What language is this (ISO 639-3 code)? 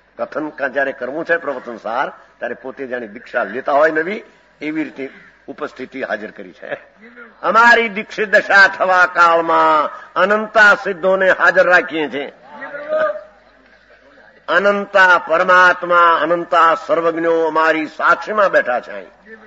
guj